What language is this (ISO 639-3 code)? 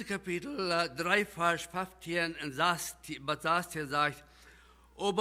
pdt